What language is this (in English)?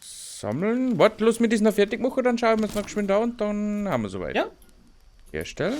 Bavarian